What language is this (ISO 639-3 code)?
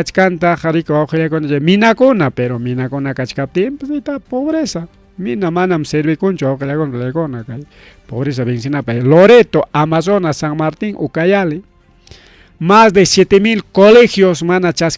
quy